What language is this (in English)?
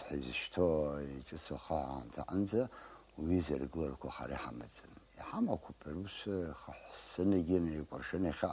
Abkhazian